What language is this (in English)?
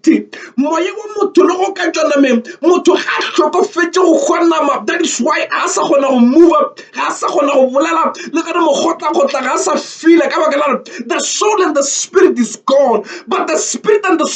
Northern Sotho